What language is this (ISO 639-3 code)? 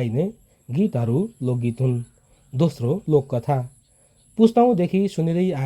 nep